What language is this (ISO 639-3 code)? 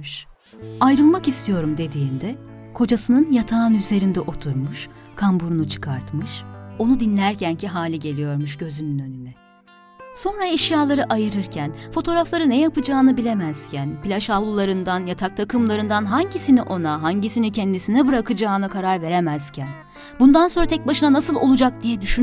tur